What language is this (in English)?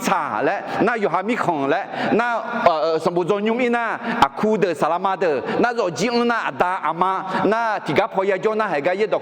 Akha